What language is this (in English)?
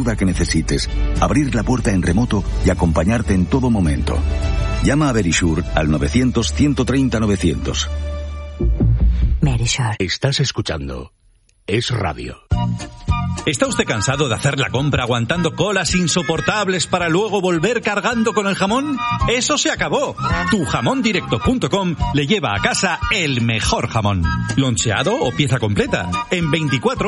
Spanish